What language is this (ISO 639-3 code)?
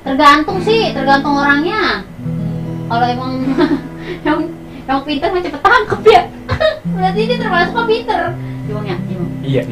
bew